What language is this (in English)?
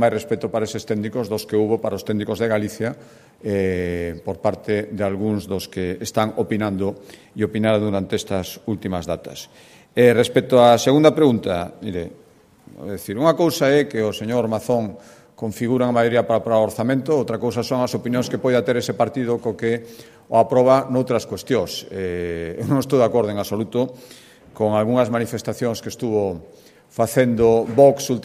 Galician